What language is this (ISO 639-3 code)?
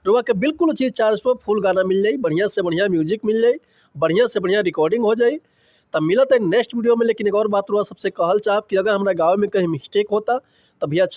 bho